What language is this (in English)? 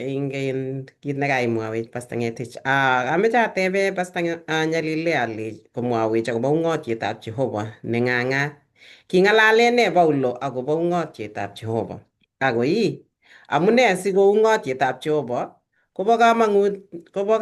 Kalenjin